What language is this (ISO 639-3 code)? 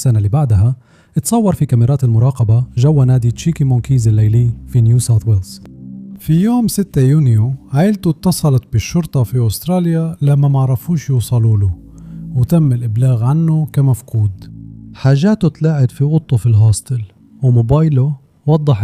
arz